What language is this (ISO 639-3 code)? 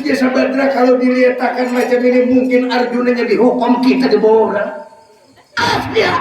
bjn